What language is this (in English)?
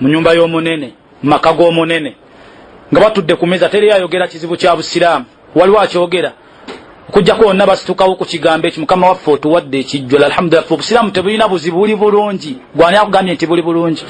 Ganda